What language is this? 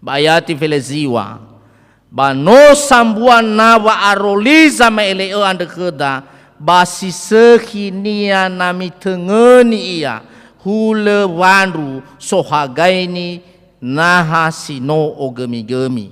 Nias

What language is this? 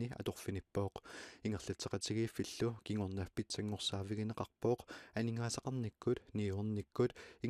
Kalaallisut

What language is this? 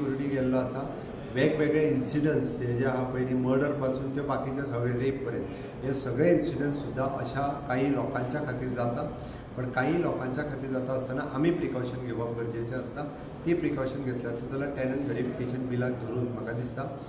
Konkani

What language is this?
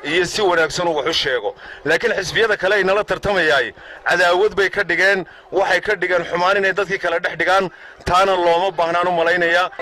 Somali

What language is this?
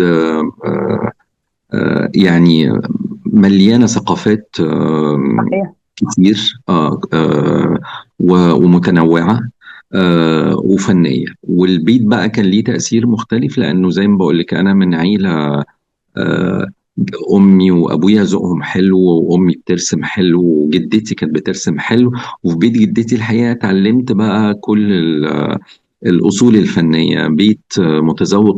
Egyptian Arabic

